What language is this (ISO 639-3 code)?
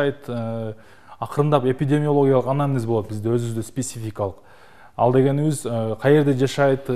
kir